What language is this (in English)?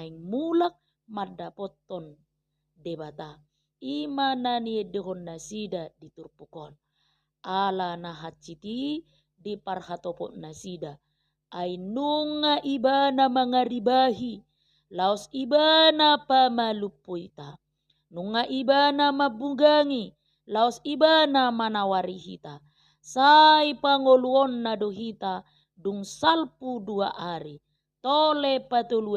Batak Toba